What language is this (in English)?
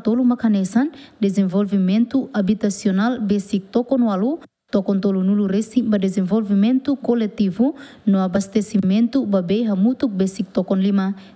Tetum